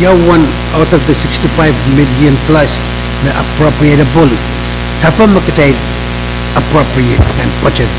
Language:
Pohnpeian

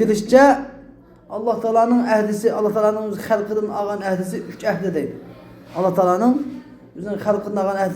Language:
Uyghur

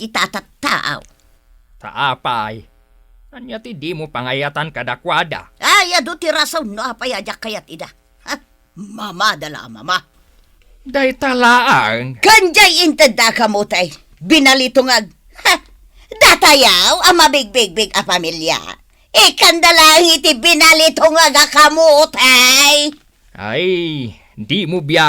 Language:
Iloko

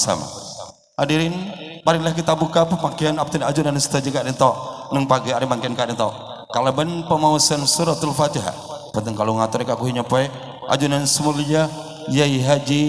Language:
Madurese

